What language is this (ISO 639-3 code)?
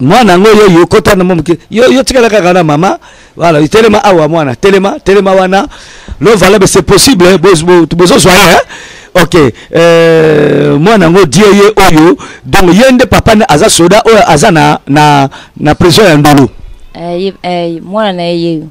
lin